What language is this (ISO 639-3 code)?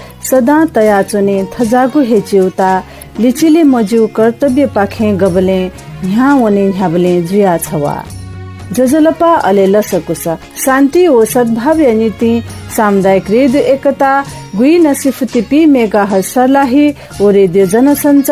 new